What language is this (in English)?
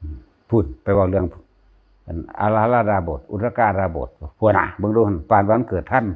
Northeastern Thai